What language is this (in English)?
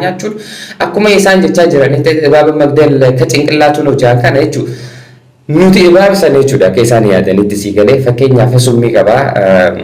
Oromo